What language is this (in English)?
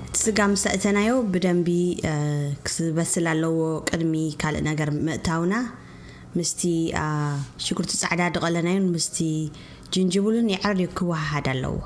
Tigrinya